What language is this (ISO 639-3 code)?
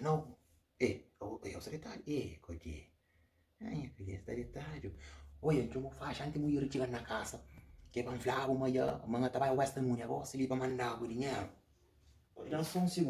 kea